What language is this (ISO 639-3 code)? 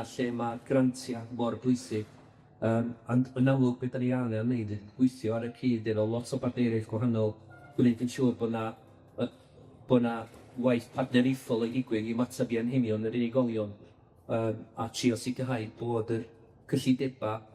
cym